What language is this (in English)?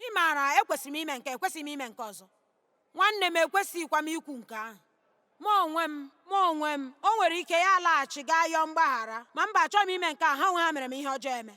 Igbo